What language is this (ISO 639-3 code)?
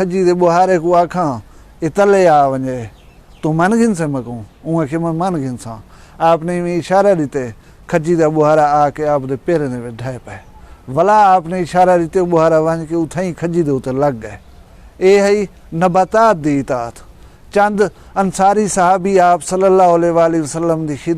skr